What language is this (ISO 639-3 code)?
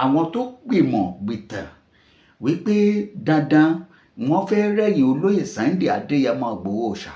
yor